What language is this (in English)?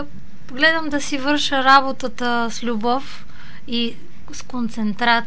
Bulgarian